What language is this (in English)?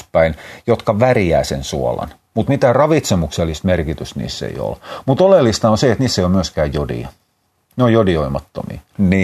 Finnish